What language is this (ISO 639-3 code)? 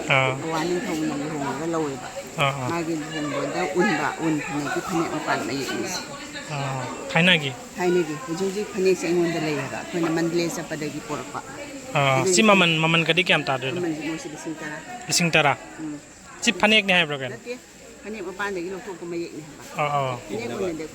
mni